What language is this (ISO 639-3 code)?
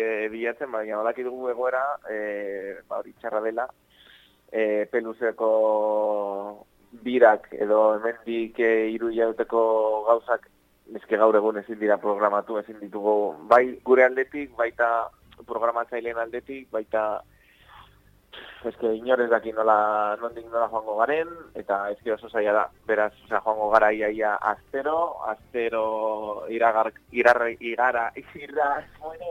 eus